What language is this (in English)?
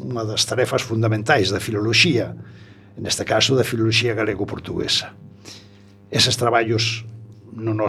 Galician